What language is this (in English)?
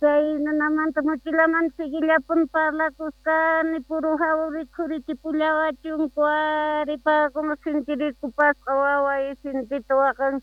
South Bolivian Quechua